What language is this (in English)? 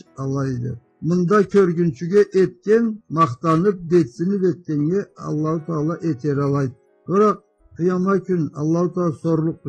Karachay-Balkar